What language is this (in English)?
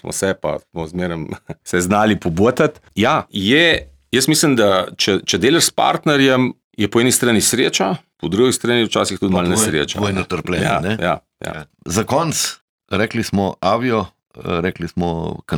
Slovenian